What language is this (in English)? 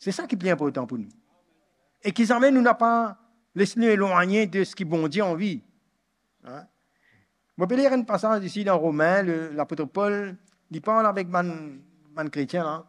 Morisyen